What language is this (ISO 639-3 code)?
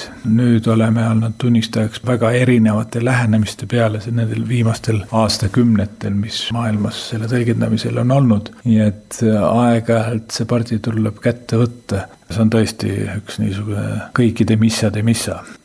est